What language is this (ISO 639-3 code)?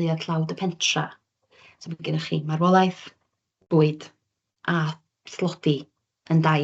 cym